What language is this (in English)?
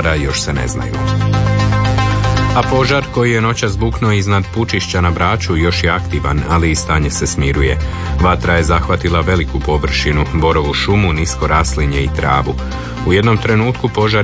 Croatian